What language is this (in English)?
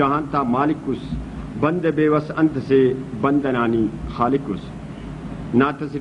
Brahui